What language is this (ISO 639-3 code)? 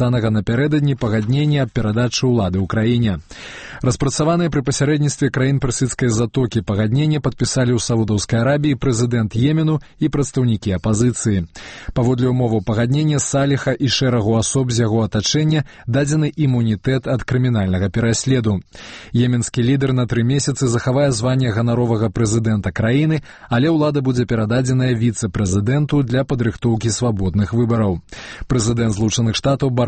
bel